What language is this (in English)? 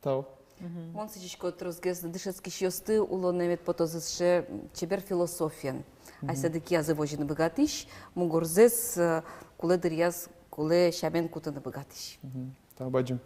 Udmurt